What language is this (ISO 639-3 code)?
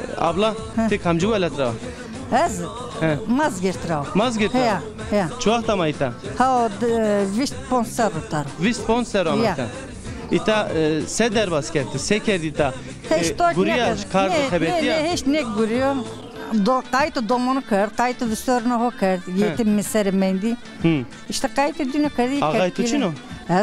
zza